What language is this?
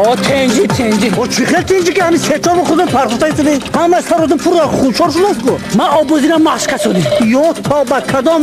Tajik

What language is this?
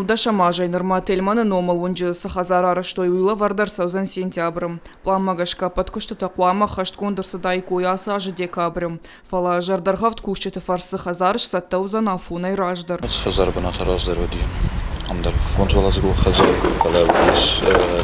Ossetic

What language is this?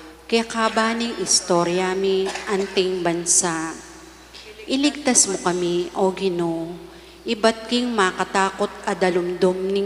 Pampanga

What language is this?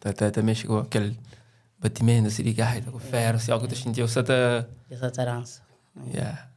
Kabuverdianu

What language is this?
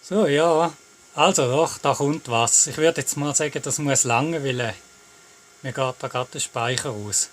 Swiss German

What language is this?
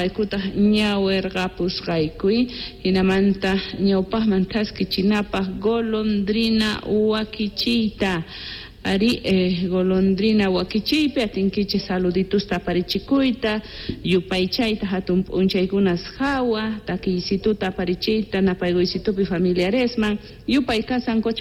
Quechua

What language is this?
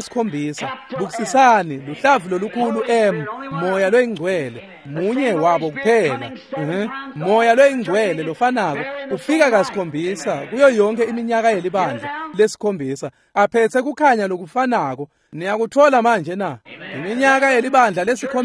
Swati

